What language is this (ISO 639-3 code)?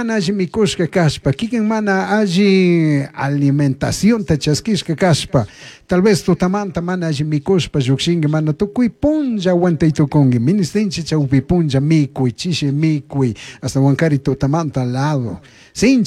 qug